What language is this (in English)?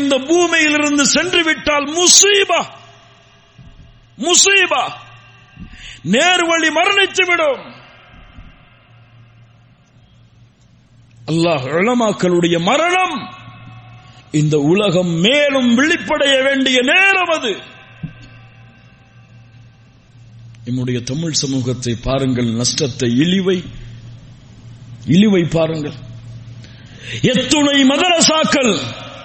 Tamil